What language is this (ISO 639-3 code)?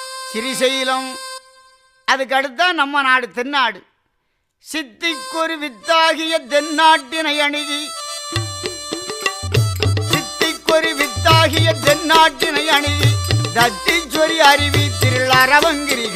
tam